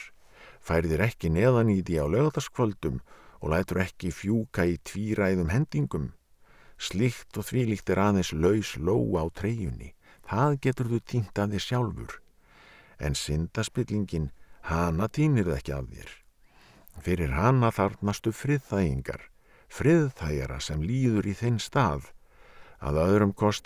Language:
Icelandic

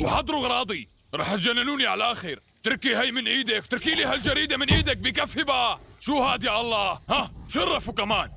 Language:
North Levantine Arabic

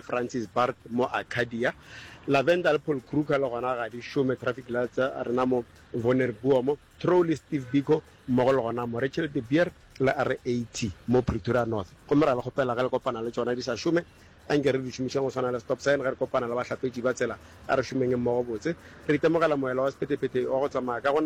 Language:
Northern Sotho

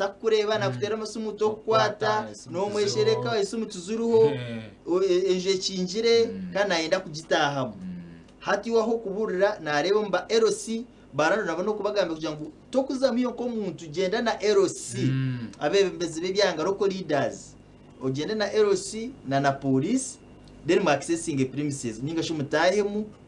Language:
Nyankole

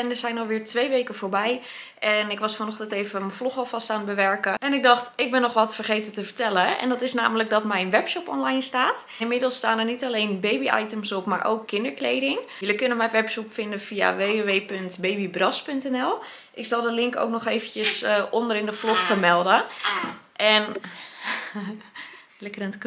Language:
Dutch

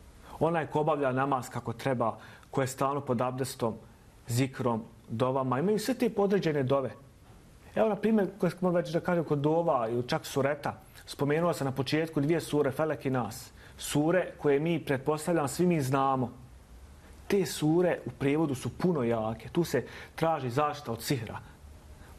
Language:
Bosnian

